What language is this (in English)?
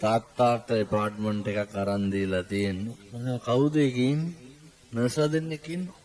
Sinhala